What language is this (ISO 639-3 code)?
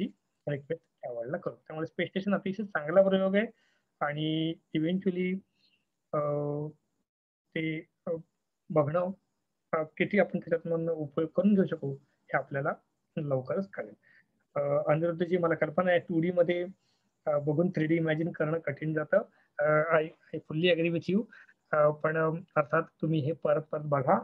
mar